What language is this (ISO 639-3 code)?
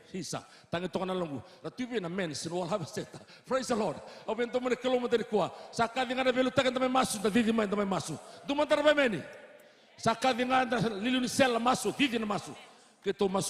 fij